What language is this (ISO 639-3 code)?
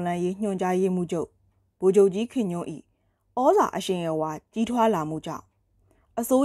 mya